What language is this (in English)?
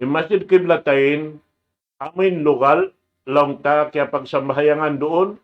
Tausug